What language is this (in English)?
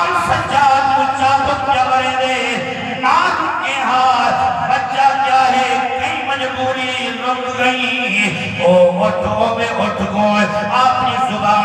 Saraiki